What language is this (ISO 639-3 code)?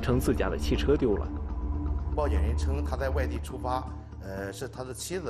zho